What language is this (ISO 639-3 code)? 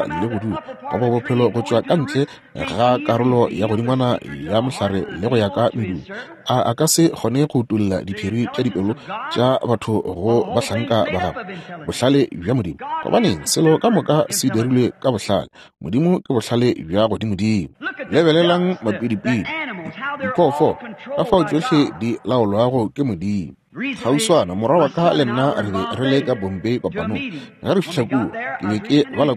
nso